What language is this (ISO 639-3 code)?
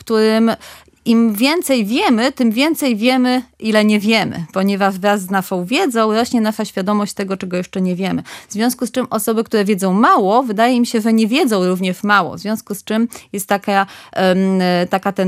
pol